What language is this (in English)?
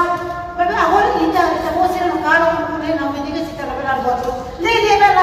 Tetum